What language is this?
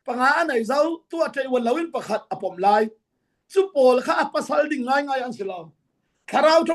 Falam Chin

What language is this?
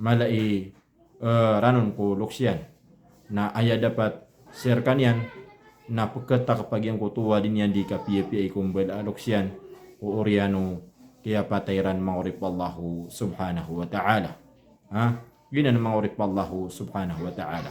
Maranao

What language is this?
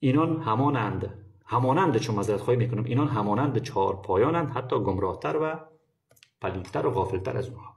Persian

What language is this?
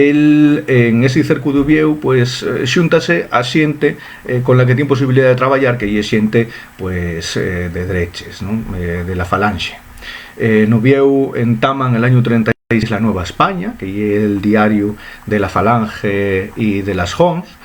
Asturian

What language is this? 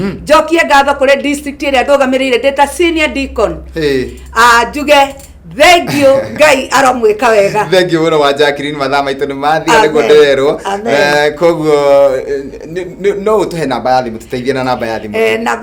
Kikuyu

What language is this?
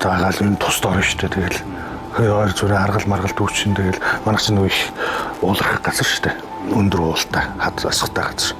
Mongolian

